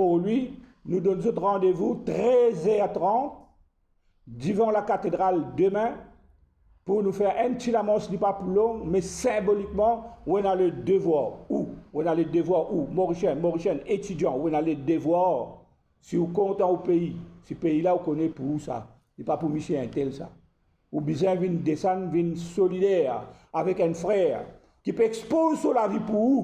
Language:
Morisyen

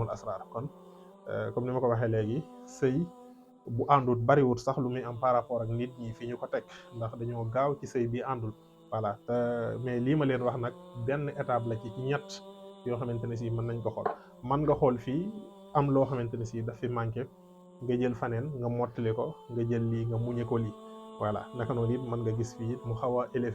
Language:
Wolof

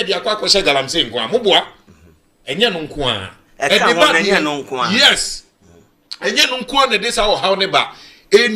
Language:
Akan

